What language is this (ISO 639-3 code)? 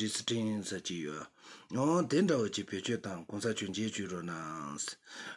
bod